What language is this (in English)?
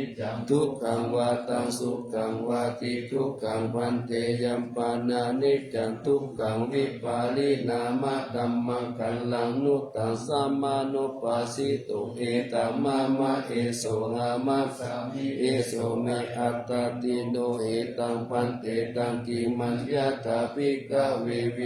Pali